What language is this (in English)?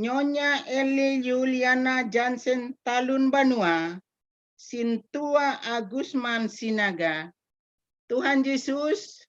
Batak Simalungun